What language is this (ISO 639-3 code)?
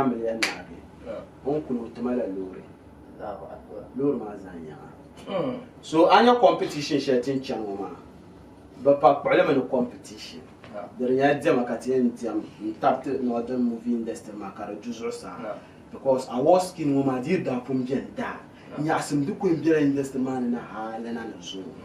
dag